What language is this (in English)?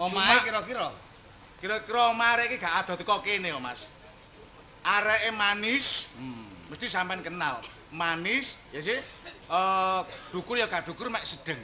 Javanese